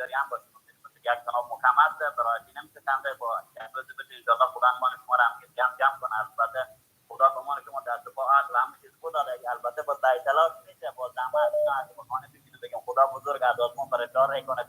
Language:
Persian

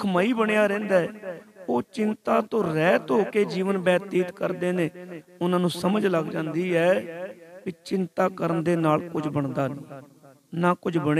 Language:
Punjabi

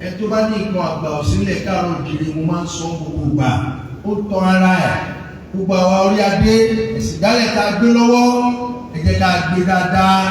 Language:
Yoruba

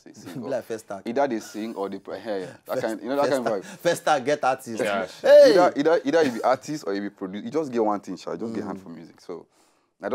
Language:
Nigerian Pidgin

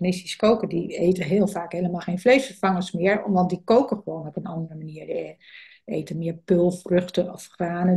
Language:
Dutch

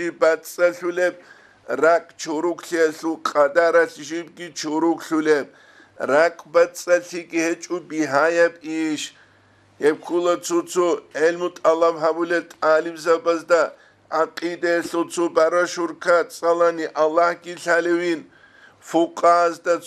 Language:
Avaric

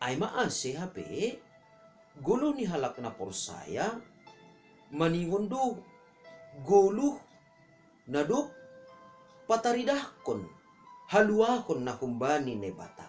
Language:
Batak Simalungun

